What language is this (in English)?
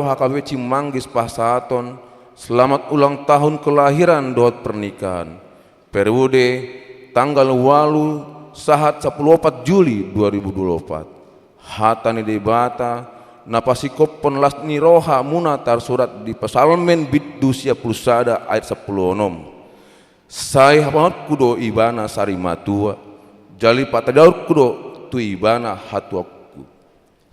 Batak Toba